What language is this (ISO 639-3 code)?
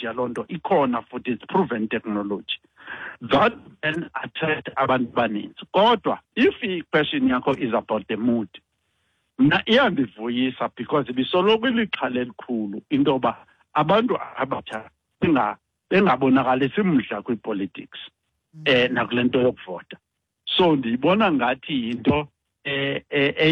xho